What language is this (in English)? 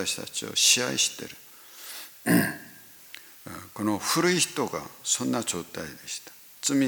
Japanese